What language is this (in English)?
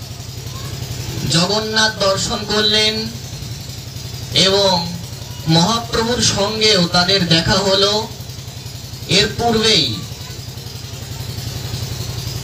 Bangla